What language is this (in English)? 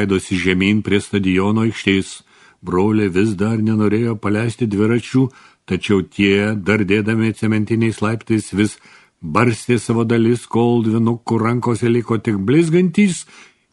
Lithuanian